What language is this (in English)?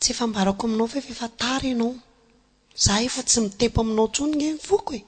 Malagasy